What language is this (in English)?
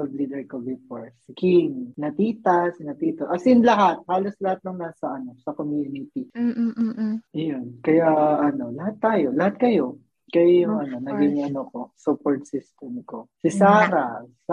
Filipino